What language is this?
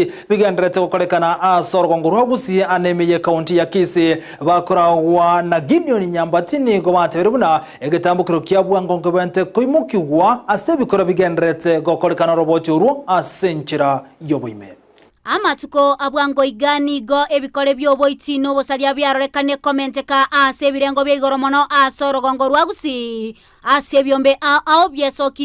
Gusii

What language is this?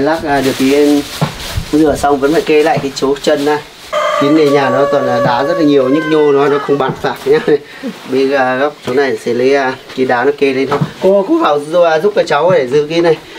Vietnamese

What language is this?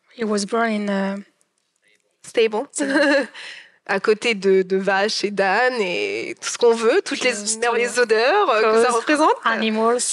French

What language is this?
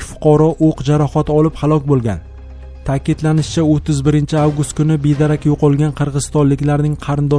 Uzbek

